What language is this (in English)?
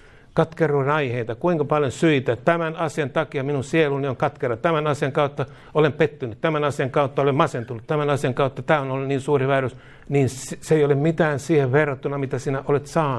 Finnish